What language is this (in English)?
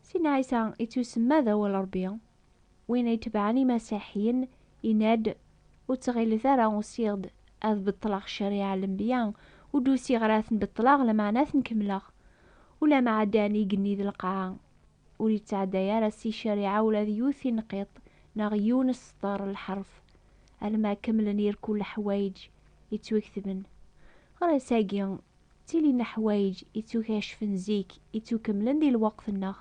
Kabyle